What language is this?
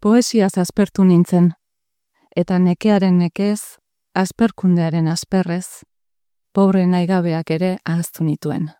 Basque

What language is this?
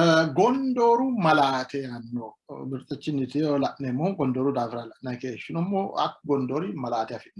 Sidamo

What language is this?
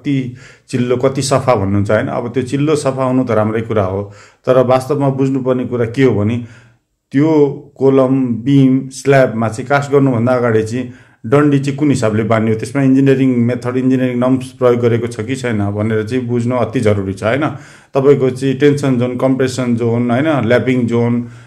Nepali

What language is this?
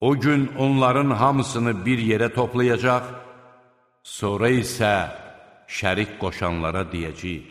Azerbaijani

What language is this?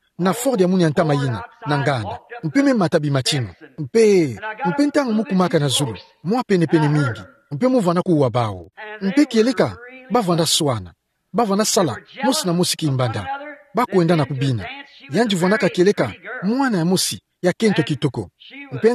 Kituba (Democratic Republic of Congo)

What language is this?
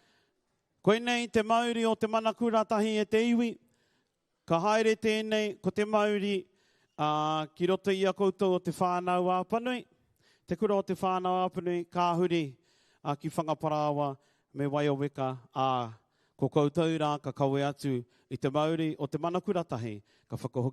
Māori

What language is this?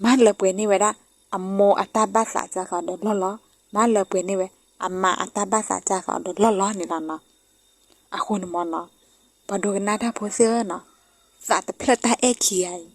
S'gaw Karen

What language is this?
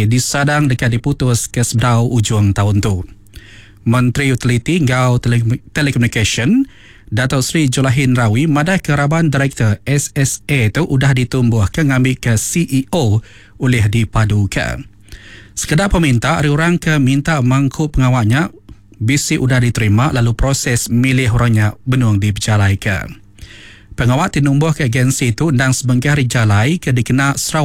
Iban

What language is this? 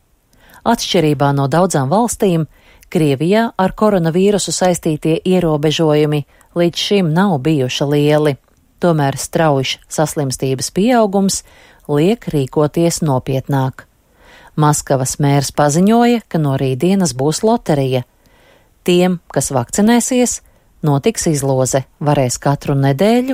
Latvian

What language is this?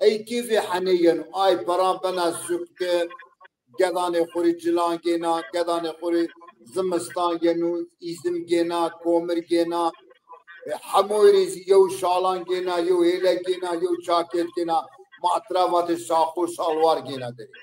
Zaza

